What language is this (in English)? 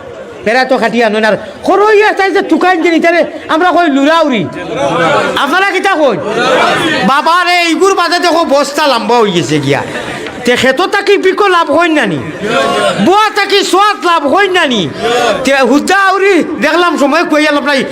Sylheti